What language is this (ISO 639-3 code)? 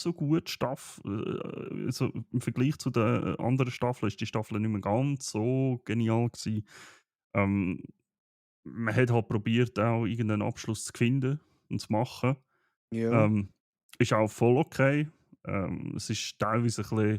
gsw